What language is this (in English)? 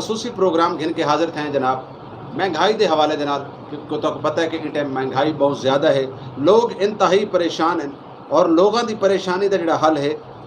Saraiki